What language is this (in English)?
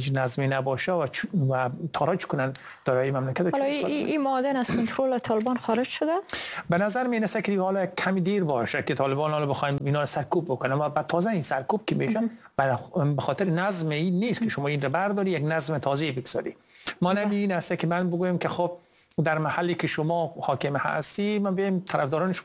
Persian